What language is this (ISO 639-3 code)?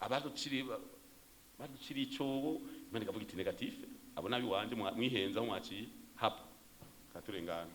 run